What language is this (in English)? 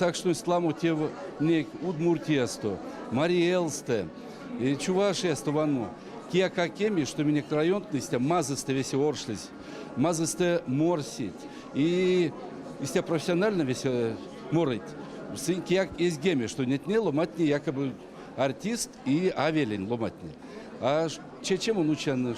Erzya